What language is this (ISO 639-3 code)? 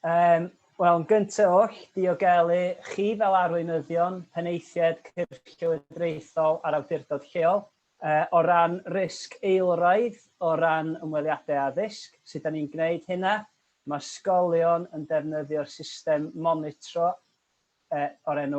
cym